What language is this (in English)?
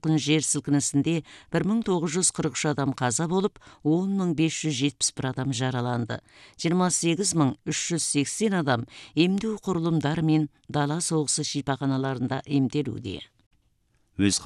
Kazakh